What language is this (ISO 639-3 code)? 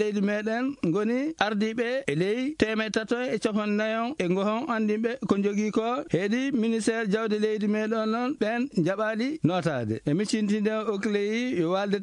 ful